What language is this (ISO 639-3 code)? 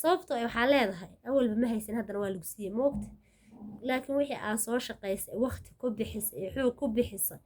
som